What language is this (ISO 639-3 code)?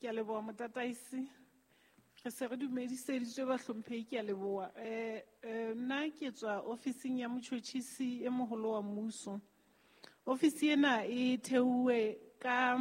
sot